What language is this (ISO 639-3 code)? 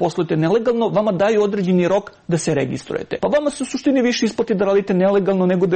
srp